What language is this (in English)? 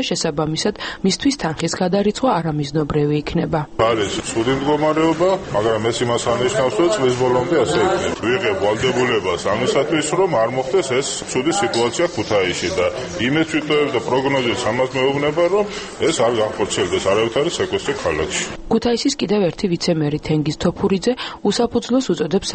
Georgian